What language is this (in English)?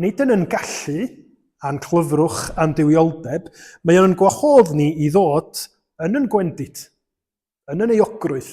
Welsh